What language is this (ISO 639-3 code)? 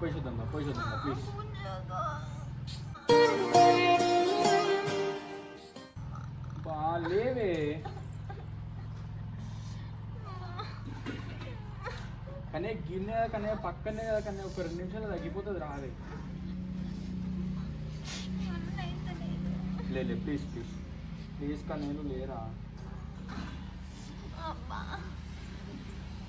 tel